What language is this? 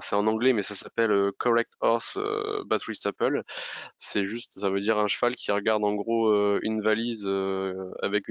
French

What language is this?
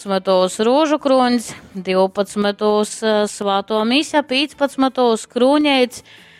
Latgalian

